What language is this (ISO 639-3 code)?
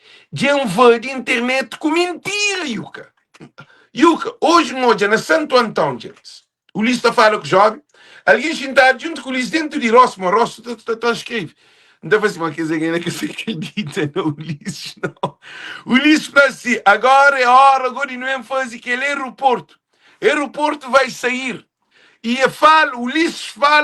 kea